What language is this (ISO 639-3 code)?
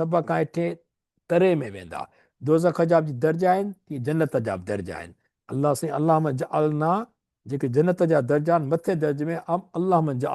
snd